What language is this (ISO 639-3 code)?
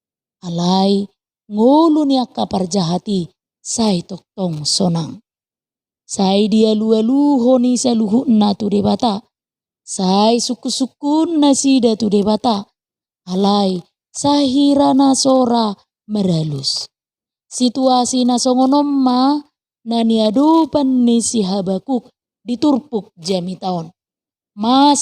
bbc